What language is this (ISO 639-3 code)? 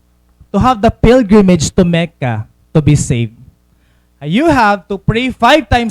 war